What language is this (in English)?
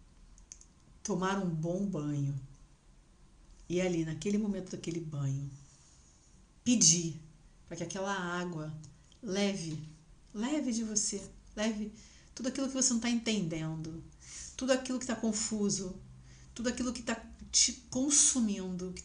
Portuguese